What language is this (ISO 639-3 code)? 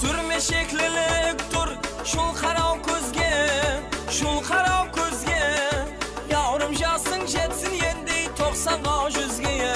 kaa